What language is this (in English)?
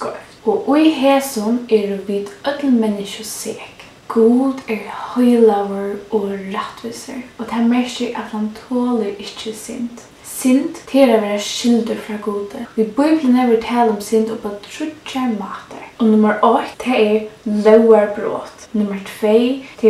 Faroese